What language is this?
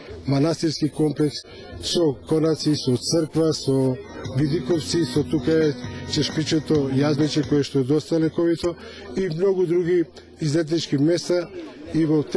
Macedonian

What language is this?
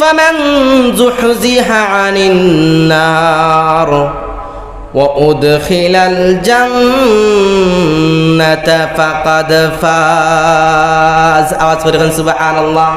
Sylheti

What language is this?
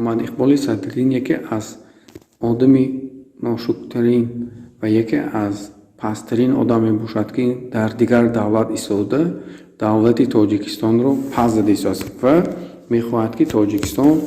Tajik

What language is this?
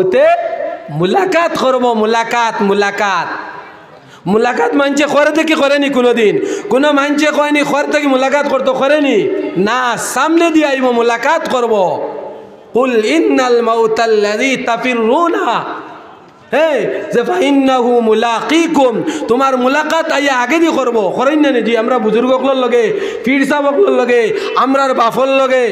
Sylheti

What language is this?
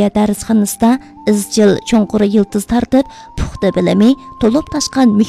Uyghur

